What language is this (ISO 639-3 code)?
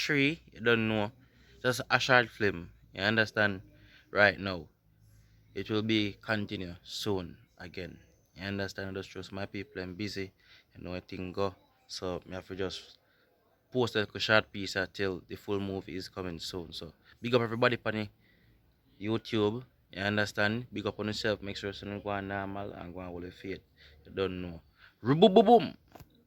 jam